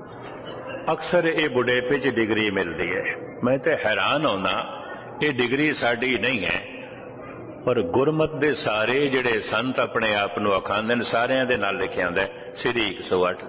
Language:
Punjabi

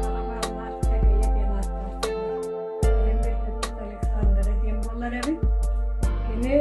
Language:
Yakut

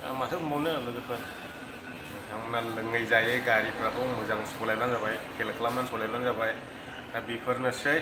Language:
Bodo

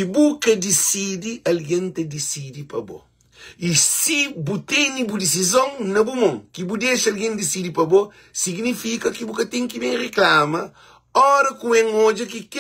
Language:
Kabuverdianu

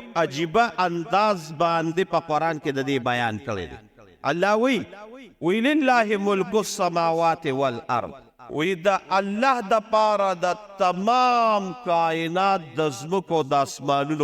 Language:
Pashto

